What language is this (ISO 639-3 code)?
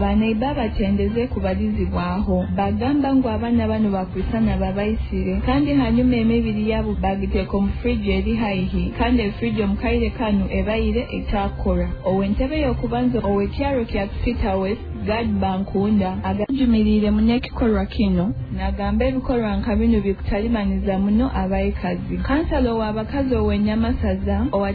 nyo